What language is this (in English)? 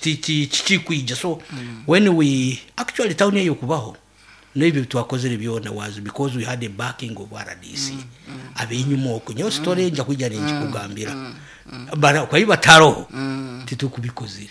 Nyankole